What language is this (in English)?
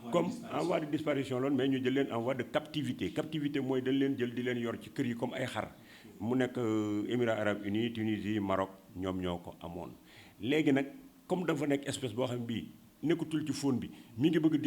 Wolof